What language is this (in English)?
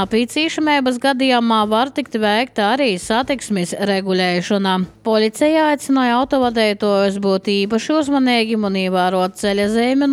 Latvian